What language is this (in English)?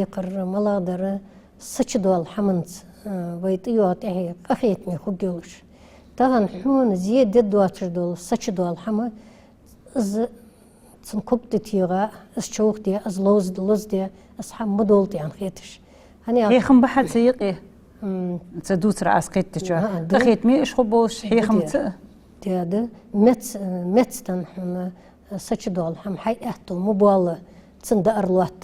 Ingush